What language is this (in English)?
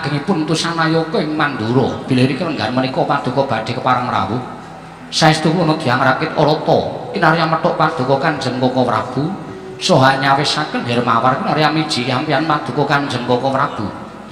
Javanese